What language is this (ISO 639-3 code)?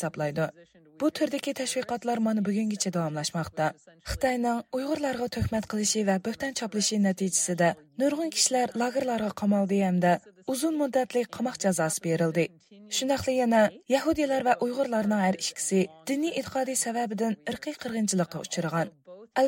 uig